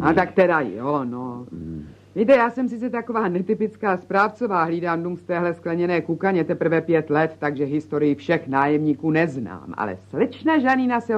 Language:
Czech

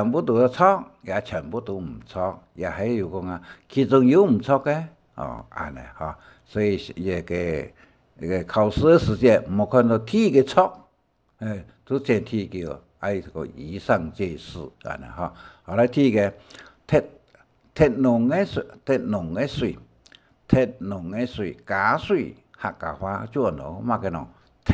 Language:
Hakka Chinese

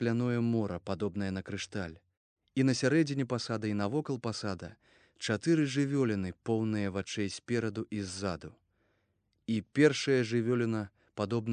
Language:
Belarusian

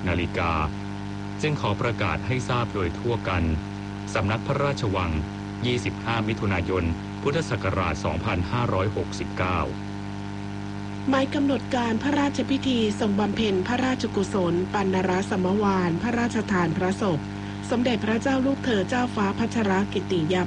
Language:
Thai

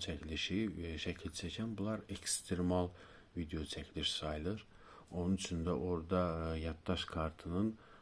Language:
Azerbaijani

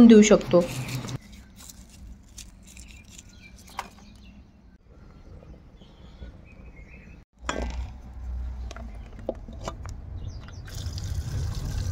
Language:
Marathi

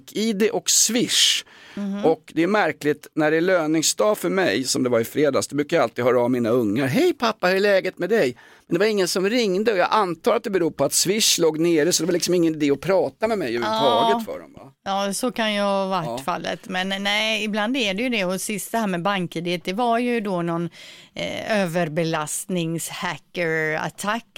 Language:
Swedish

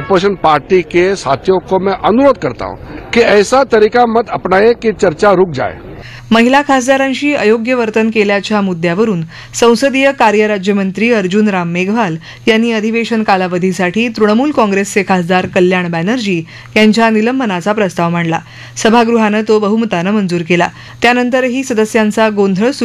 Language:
Marathi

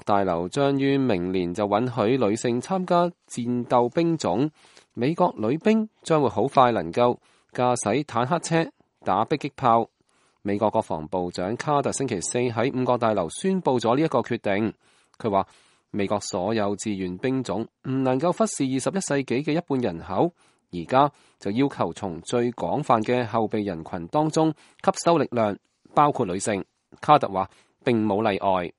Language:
Cantonese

